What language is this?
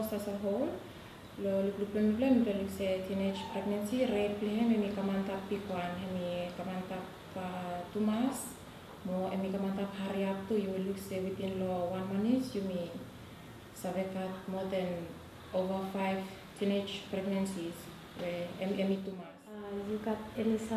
Bislama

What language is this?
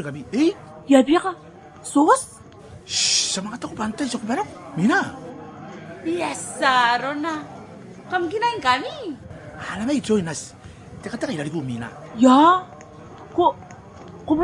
Gilbertese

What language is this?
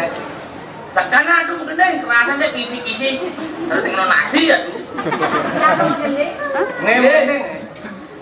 Balinese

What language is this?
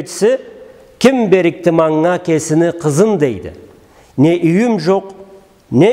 Karachay-Balkar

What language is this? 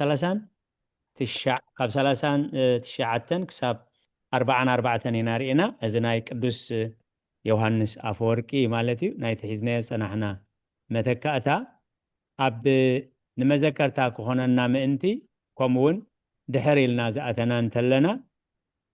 Tigrinya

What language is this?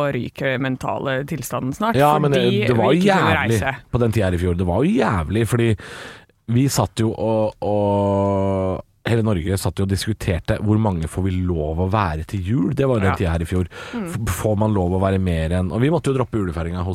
Norwegian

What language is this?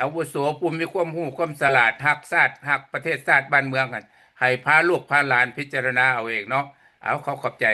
Lao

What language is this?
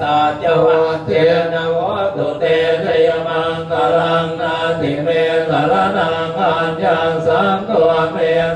Pali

